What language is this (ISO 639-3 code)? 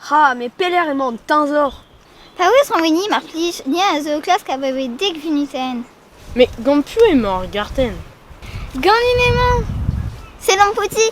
bre